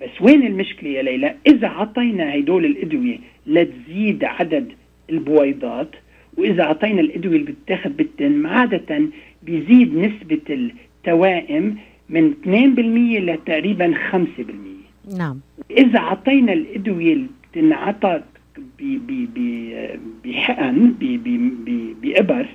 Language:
North Levantine Arabic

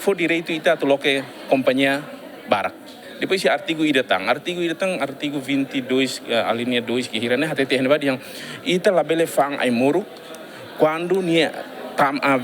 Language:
Tetum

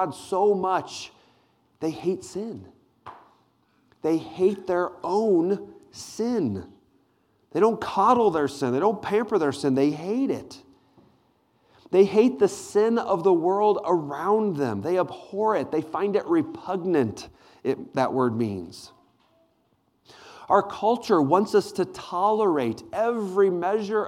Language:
English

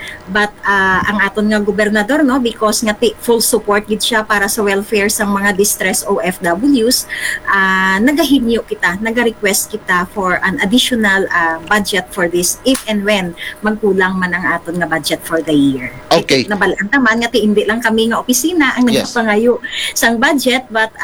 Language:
Hiligaynon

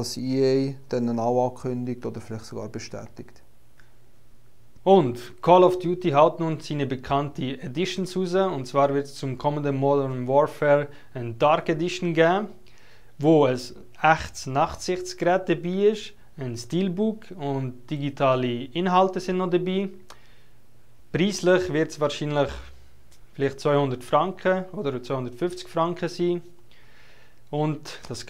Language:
German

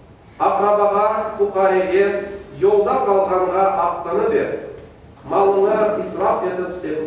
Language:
Crimean Tatar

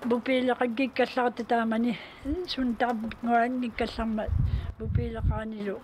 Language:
Kalaallisut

